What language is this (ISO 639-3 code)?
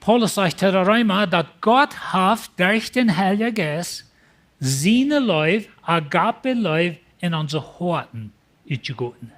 pdt